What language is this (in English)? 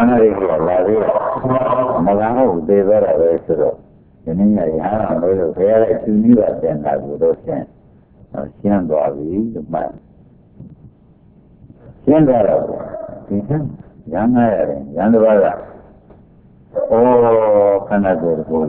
Burmese